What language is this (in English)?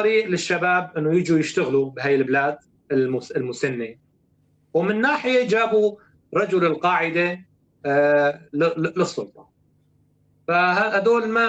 North Levantine Arabic